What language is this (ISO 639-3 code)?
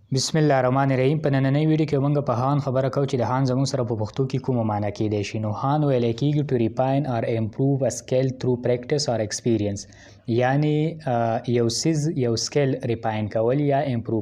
pus